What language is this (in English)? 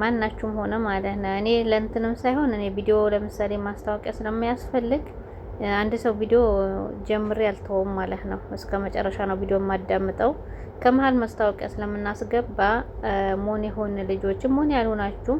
Amharic